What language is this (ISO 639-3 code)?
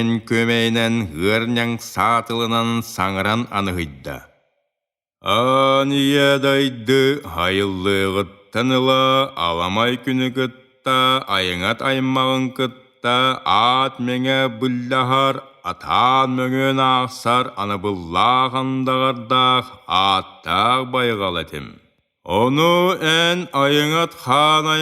sah